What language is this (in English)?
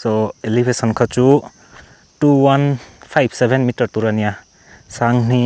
Mizo